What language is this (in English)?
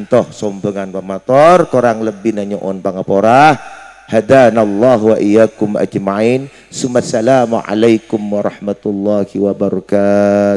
Madurese